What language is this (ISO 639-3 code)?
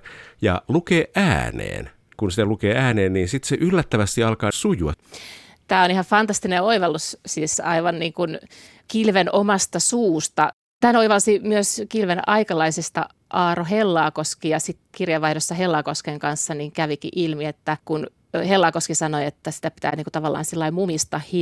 fin